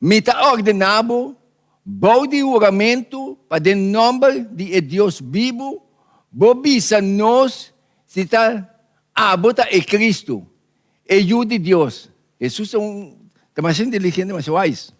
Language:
Papiamento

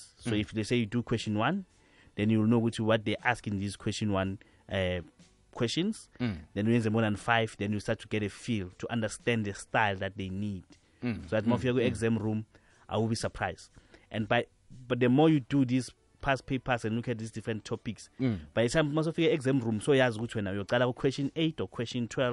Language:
South Ndebele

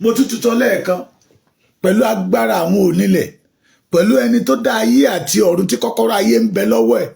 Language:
Yoruba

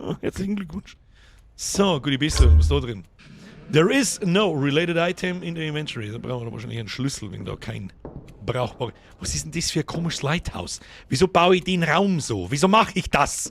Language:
Bavarian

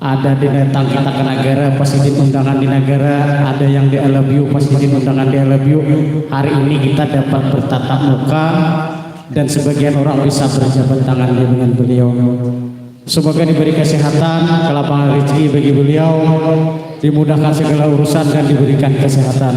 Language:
Banjar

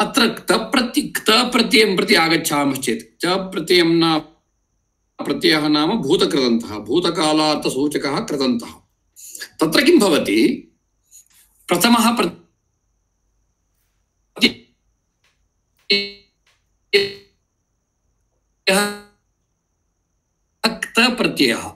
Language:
Sanskrit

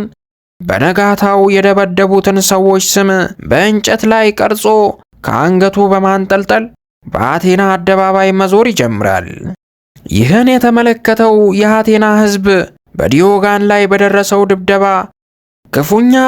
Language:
Amharic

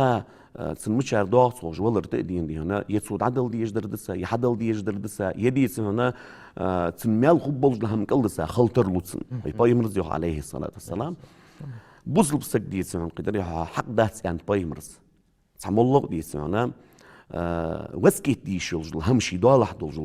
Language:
Ingush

